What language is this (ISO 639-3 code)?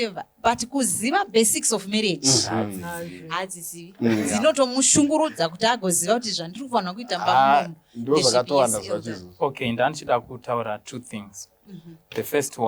sna